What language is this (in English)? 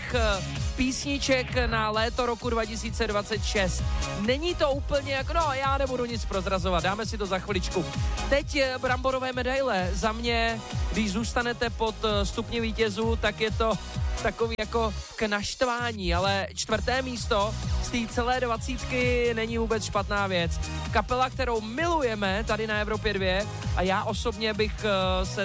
Czech